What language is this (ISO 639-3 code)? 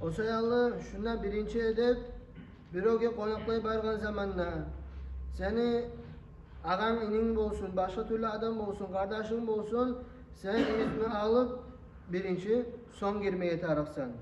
kum